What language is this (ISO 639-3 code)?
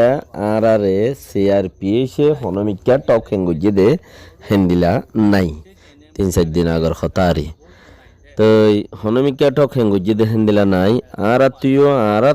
rhg